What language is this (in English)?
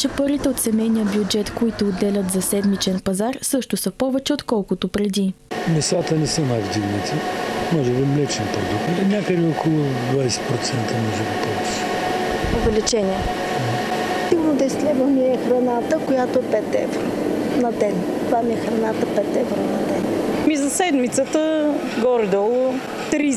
Bulgarian